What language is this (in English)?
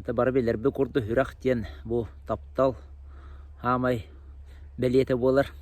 Yakut